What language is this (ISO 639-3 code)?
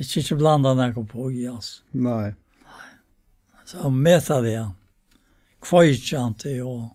fao